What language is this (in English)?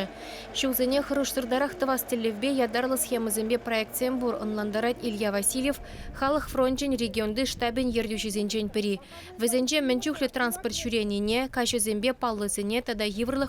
Chuvash